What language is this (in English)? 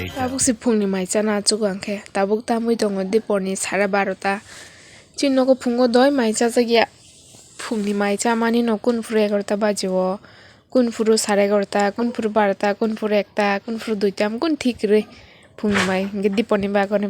Kok Borok